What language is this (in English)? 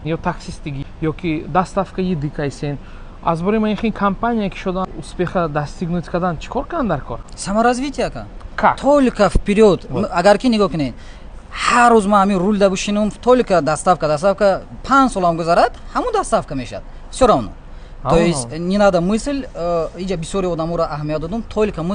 Tajik